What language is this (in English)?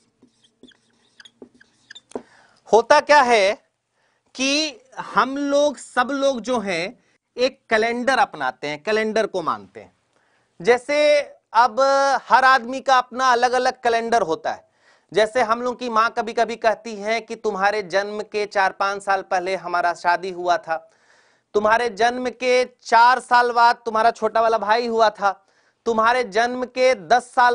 Hindi